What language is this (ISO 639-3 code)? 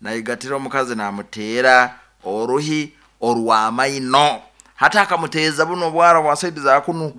nyn